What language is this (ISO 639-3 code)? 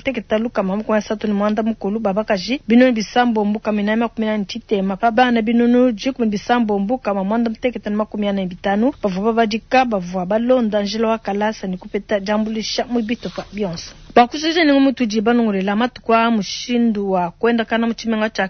lua